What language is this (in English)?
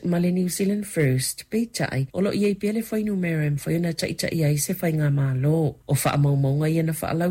Samoan